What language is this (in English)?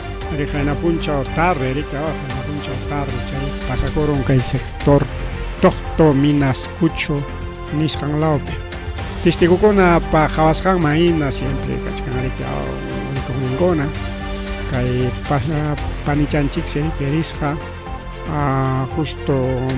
Ayacucho Quechua